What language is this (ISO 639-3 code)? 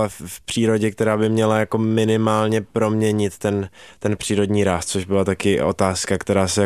ces